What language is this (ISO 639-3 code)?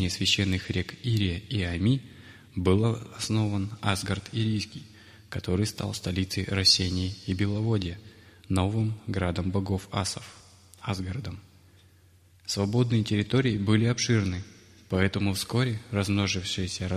rus